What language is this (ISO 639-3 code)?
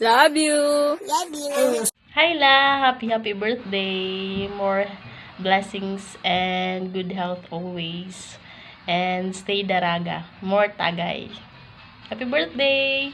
war